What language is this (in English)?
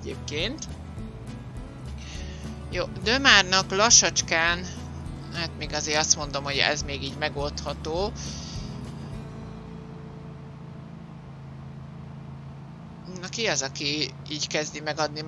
Hungarian